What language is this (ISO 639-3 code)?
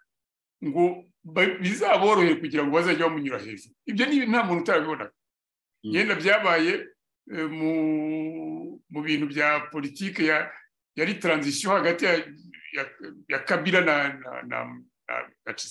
kin